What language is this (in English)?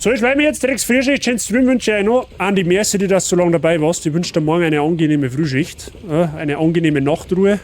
Bavarian